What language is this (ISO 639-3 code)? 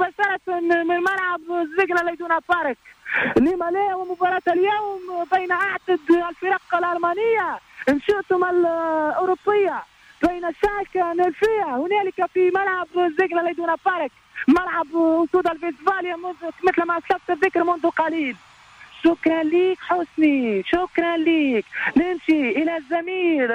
aeb